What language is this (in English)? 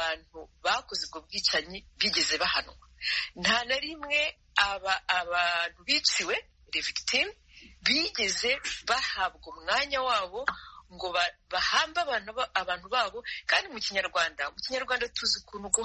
Kinyarwanda